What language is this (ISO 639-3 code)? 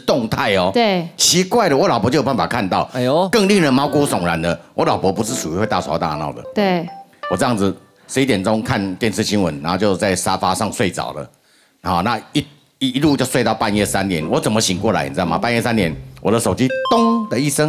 zho